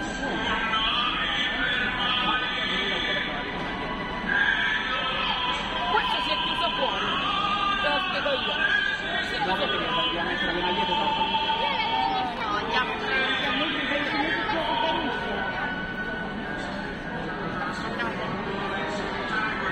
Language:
Italian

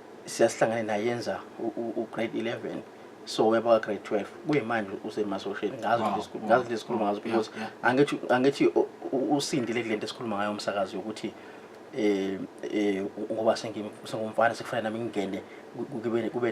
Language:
Zulu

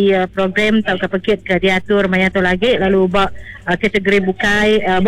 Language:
Iban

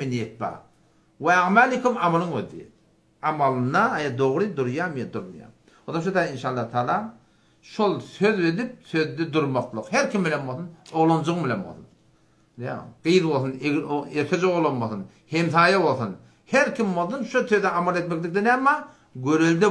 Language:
Turkmen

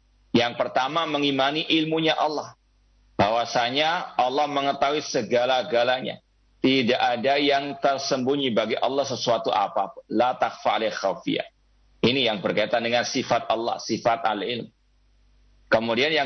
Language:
Indonesian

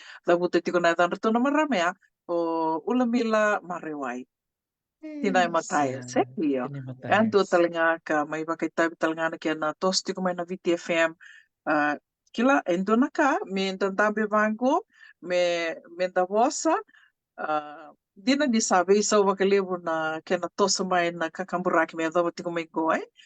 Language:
Fijian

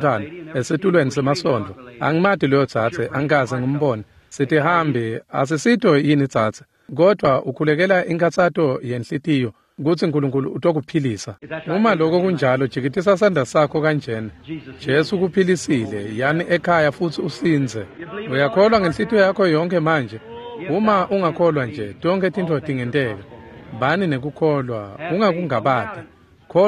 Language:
Swati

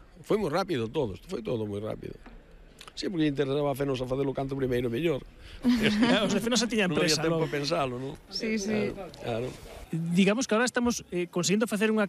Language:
Galician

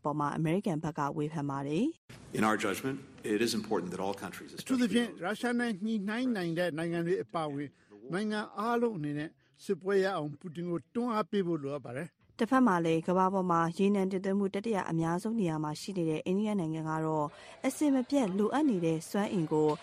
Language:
Burmese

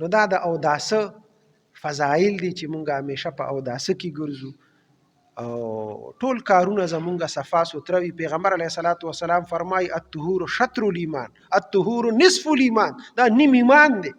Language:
Pashto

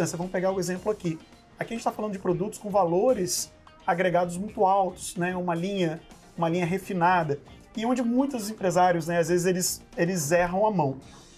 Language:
Portuguese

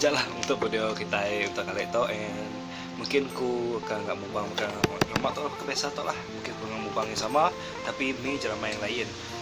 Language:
Iban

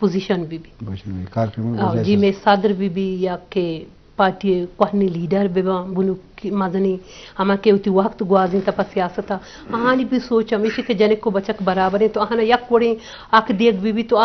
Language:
Eastern Balochi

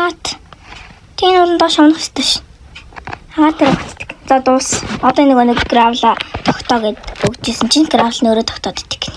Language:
Mongolian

